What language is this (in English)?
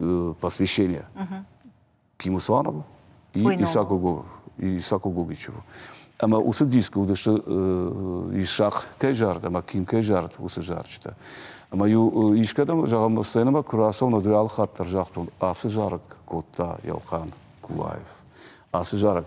Ossetic